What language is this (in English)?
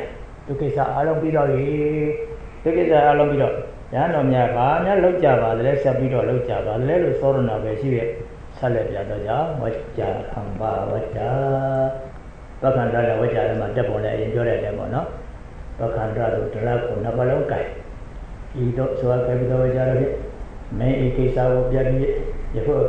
Burmese